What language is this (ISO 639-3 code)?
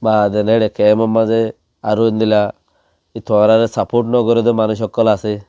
rhg